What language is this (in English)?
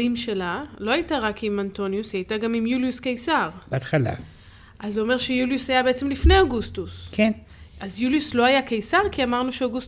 Hebrew